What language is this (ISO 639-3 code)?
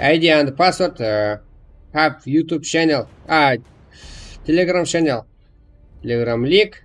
kaa